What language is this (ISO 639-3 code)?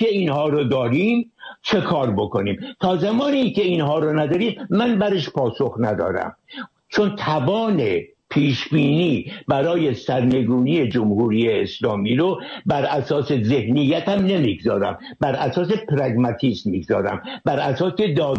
fas